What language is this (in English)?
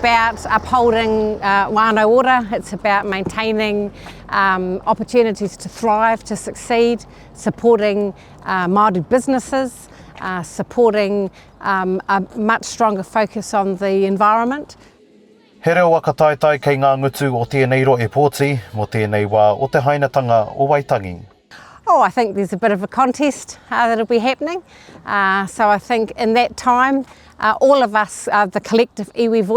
Māori